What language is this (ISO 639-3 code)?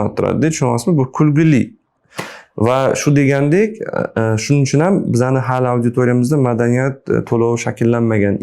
uzb